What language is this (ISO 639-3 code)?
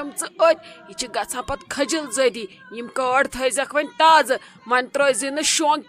kas